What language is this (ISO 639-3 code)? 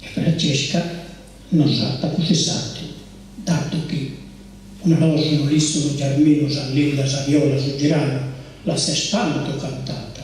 srd